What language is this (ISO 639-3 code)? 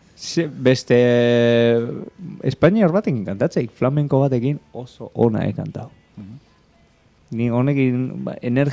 eus